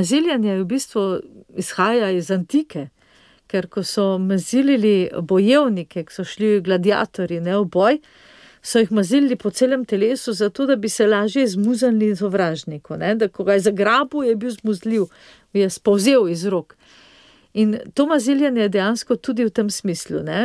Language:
Slovenian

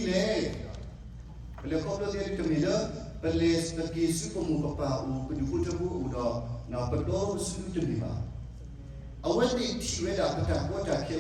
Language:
S'gaw Karen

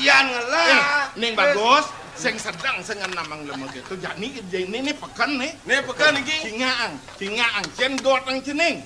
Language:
Balinese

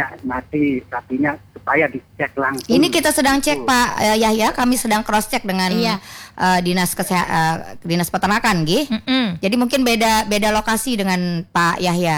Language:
Indonesian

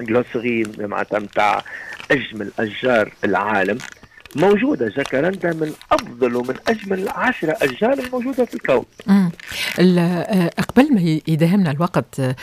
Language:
Tunisian Arabic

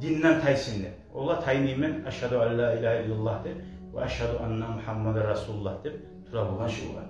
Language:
Kumyk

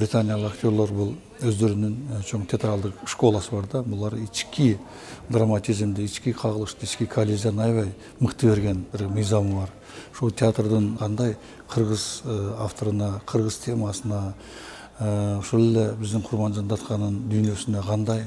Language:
Kyrgyz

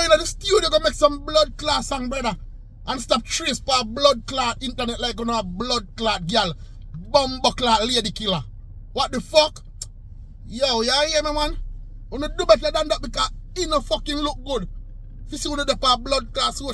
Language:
Jamaican Creole English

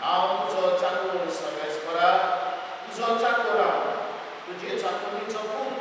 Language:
Konkani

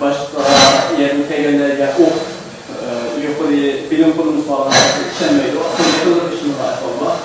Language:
Uyghur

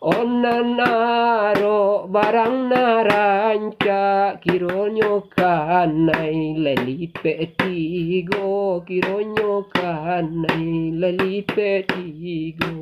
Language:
Minangkabau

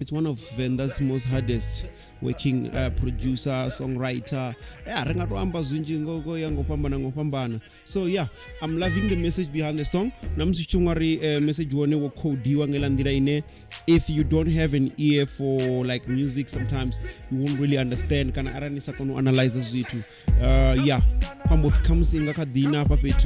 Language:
Venda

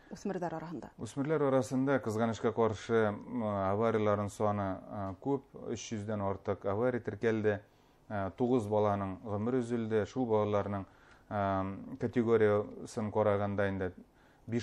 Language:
Bashkir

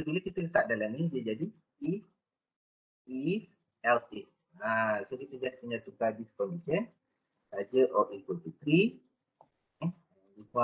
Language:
Malay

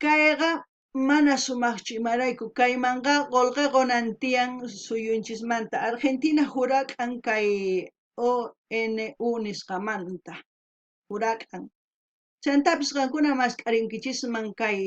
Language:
South Bolivian Quechua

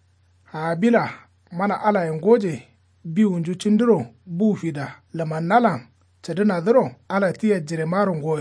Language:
Kanuri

